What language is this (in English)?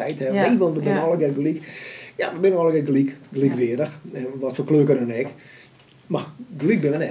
Western Frisian